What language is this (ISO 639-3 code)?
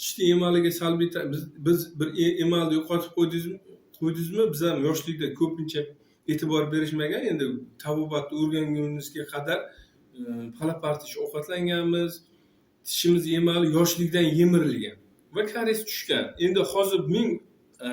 uzb